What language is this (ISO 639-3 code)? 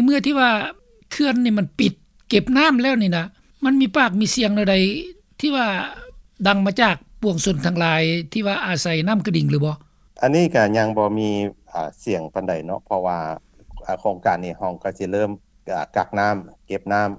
lao